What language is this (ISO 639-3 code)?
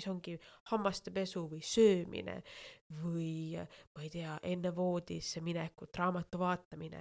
est